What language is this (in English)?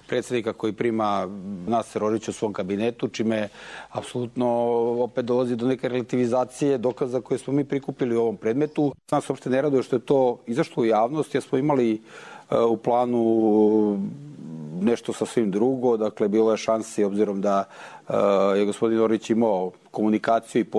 Bosnian